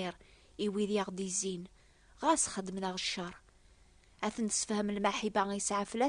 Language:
Kabyle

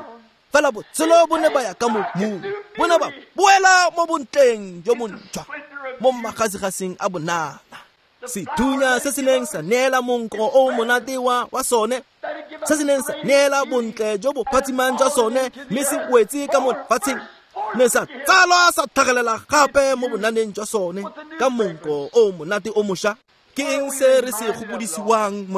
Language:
Tswana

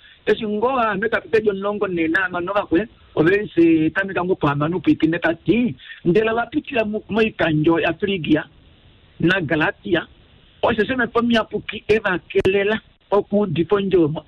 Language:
Kuanyama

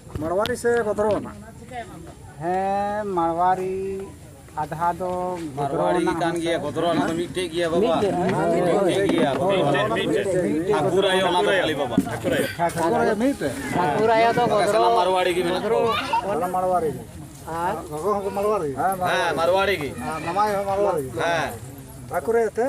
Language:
Santali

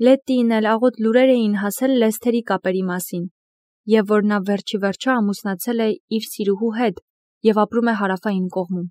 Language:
Armenian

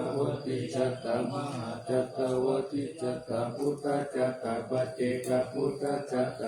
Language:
Pali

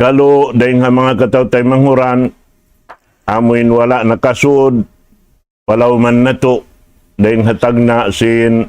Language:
Tausug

